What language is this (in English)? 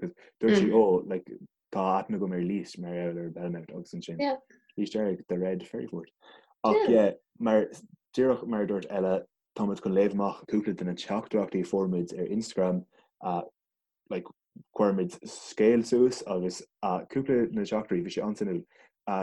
Irish